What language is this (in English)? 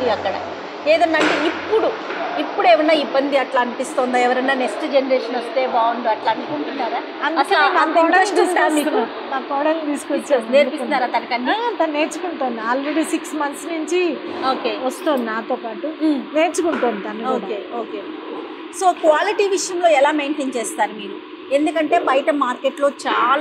Telugu